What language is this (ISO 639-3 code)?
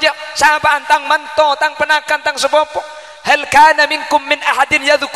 mad